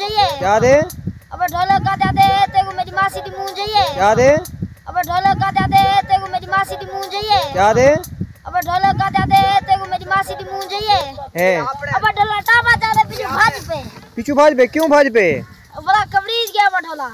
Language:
Saraiki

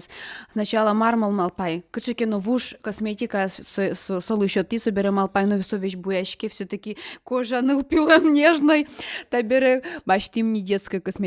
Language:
Udmurt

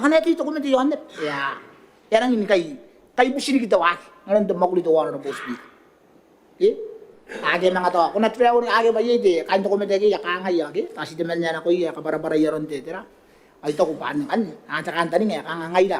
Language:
Gilbertese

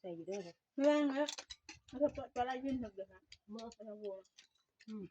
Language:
Northeastern Thai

